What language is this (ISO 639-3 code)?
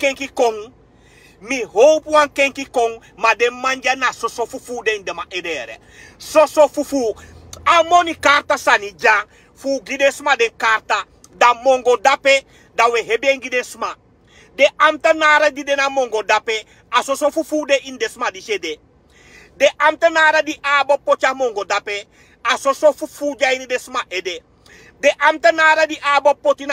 srn